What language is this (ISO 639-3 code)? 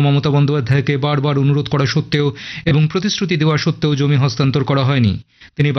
ben